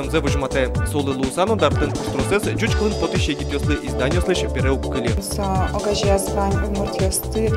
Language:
Udmurt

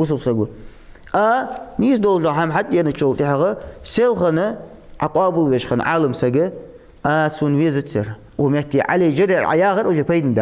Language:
Ingush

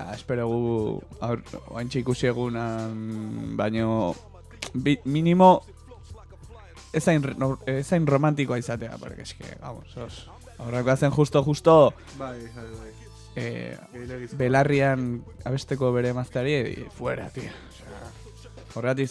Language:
Basque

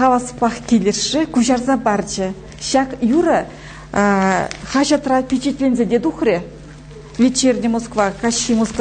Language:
Chuvash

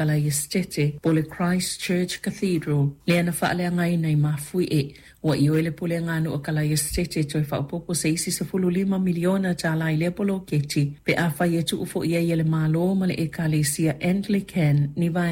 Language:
Samoan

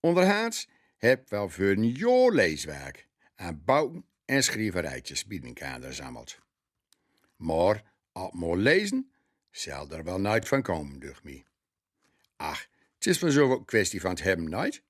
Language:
Gronings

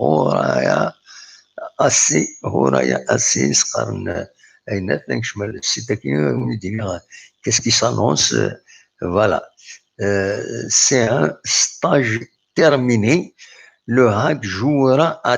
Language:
Kabyle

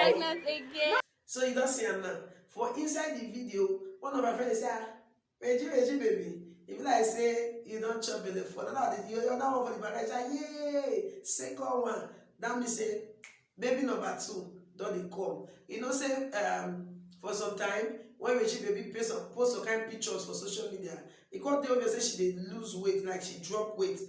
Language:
Nigerian Pidgin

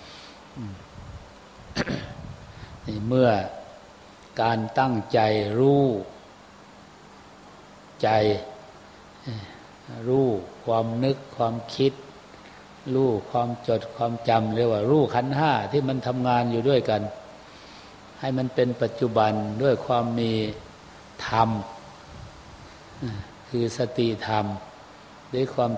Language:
Thai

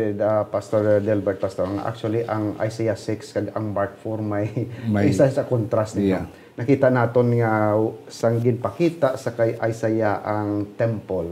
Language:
Hiligaynon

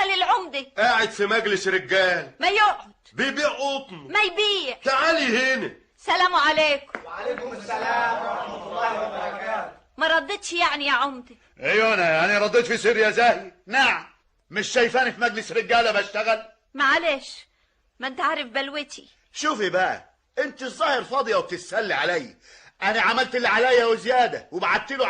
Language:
Egyptian Arabic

